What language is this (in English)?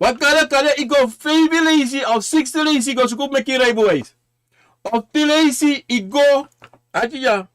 Sranan Tongo